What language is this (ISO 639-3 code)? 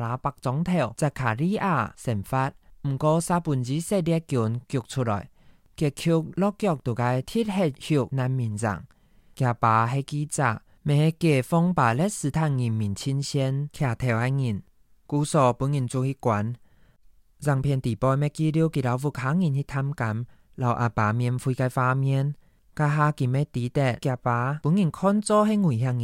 hak